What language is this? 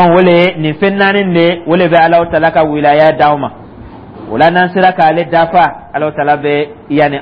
Dyula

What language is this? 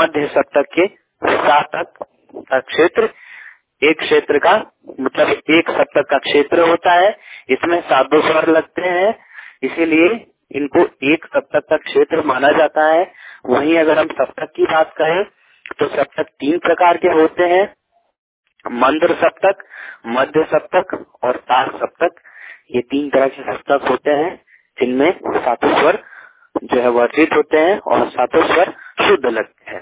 Hindi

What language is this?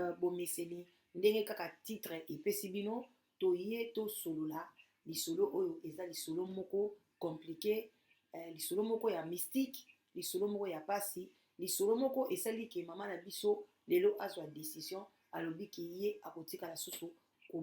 Lingala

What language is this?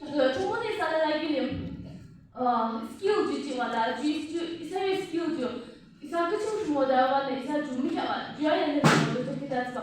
Yimchungru Naga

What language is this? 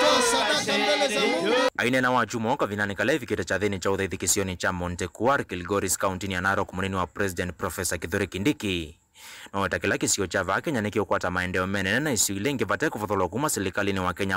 Kamba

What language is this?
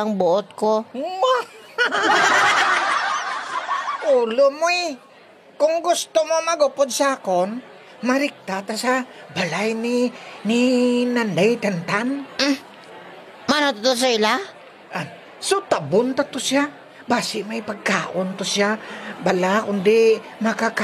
Hiligaynon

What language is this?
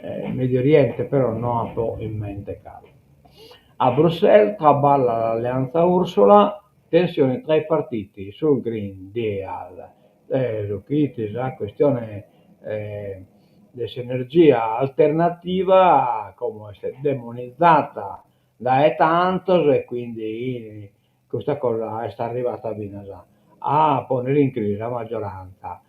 Sardinian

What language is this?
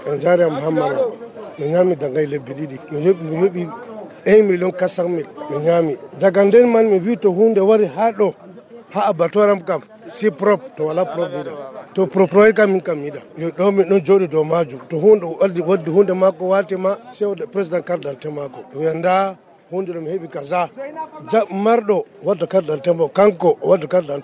Nigerian Fulfulde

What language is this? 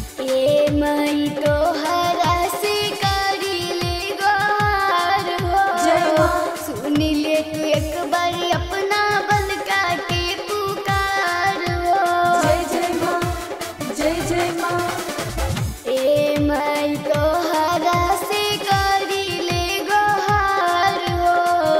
Bhojpuri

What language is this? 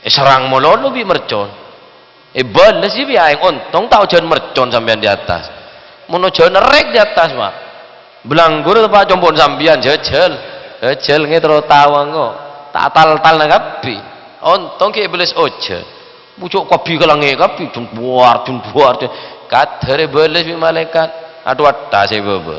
Madurese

